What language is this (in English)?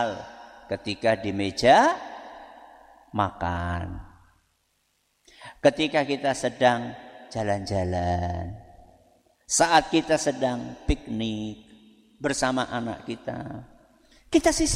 Indonesian